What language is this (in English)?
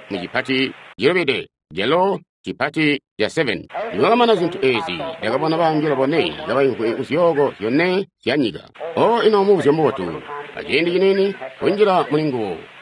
Tonga (Zambia)